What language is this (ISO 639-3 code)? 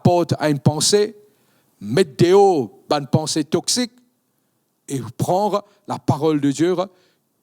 mfe